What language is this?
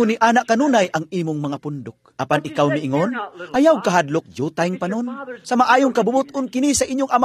Cebuano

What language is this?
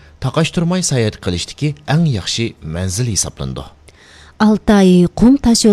Uyghur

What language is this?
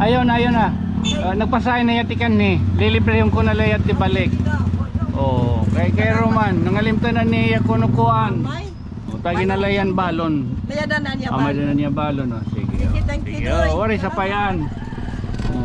Waray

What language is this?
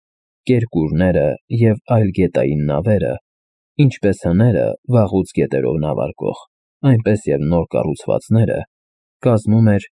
Armenian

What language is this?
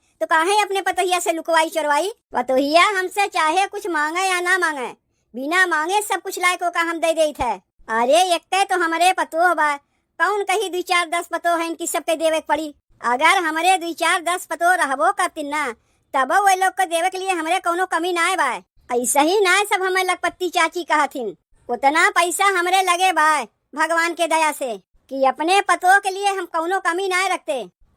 Awadhi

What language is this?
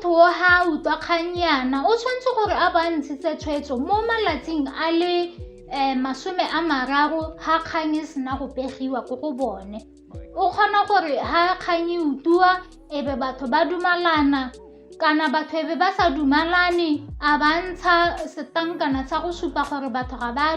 Tswana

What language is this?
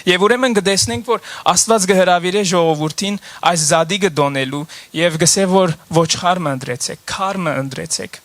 Western Armenian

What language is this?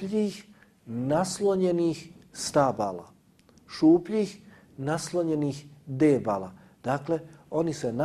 Bosnian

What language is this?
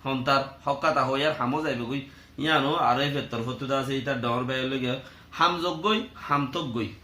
Rohingya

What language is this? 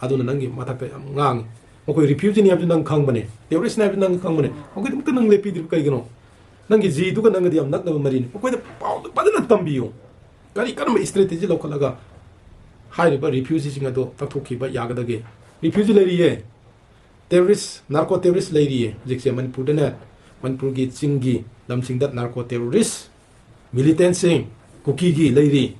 Manipuri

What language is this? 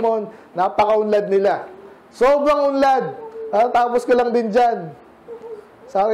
Filipino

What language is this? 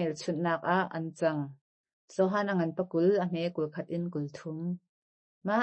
Hakha Chin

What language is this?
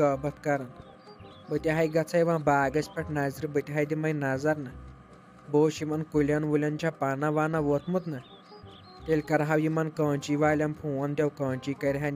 Kashmiri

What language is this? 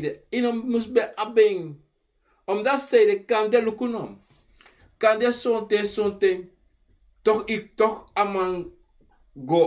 Sranan Tongo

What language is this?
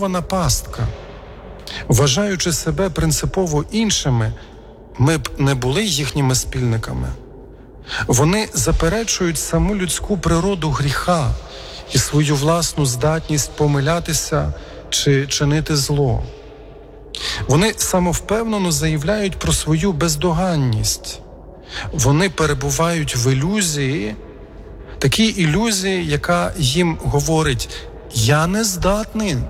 Ukrainian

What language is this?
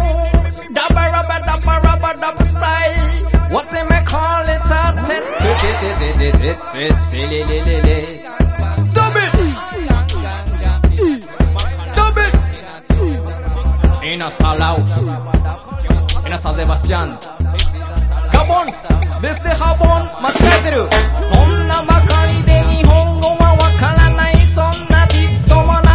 Basque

